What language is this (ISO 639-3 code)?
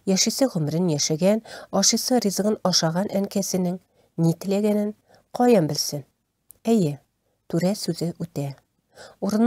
tat